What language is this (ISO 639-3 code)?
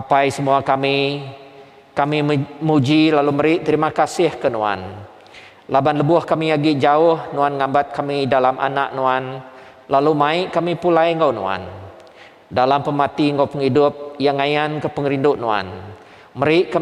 iba